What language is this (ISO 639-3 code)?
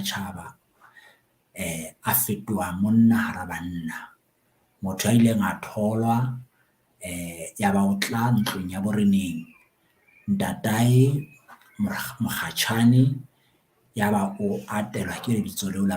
sot